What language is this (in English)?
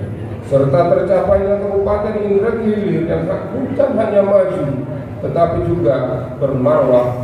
Banjar